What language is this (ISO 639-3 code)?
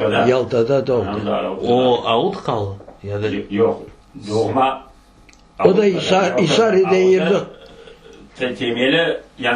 crh